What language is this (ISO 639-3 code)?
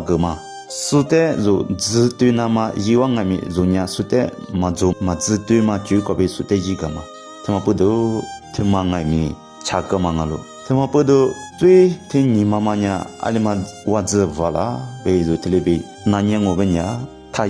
lis